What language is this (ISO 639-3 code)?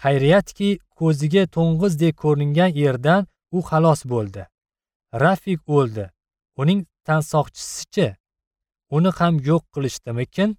uzb